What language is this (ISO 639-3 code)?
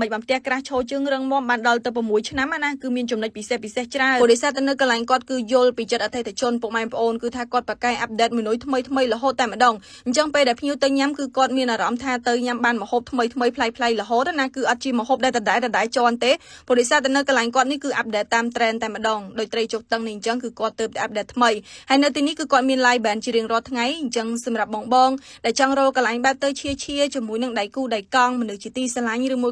khm